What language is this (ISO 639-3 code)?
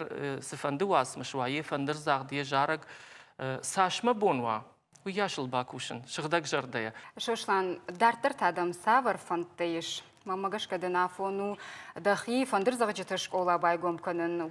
oss